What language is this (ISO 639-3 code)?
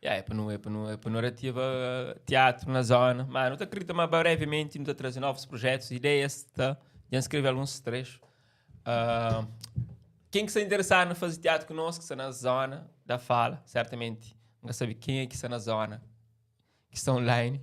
kea